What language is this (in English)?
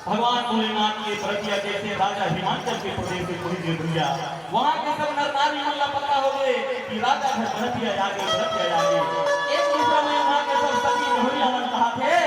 Chhattisgarhi